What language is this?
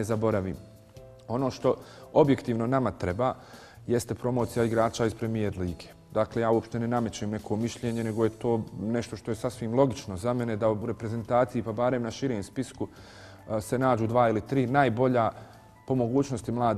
Bosnian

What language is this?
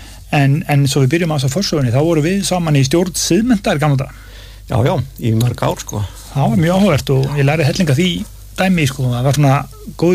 Icelandic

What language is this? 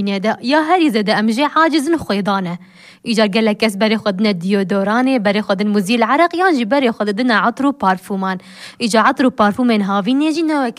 Kurdish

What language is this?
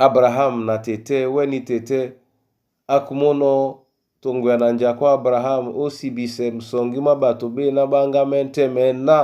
Duala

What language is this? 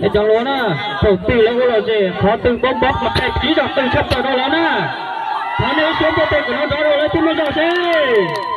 Hmong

